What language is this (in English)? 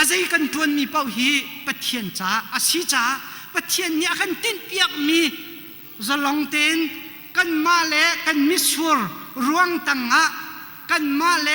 Hakha Chin